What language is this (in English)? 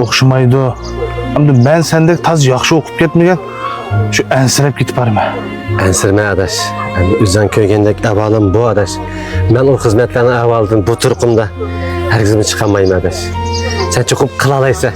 Uyghur